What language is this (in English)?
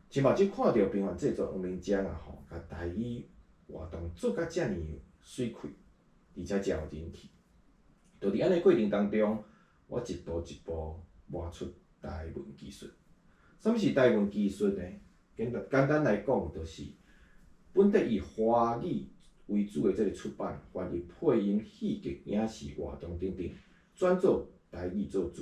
Min Nan Chinese